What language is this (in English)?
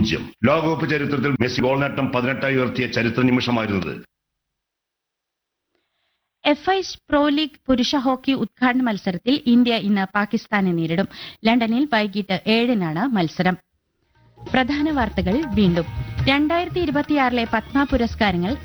Malayalam